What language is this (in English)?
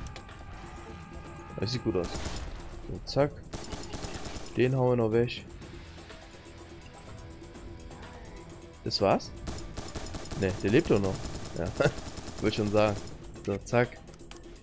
German